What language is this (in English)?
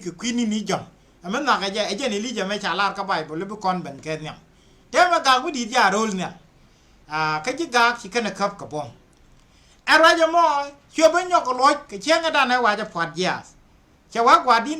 Nuer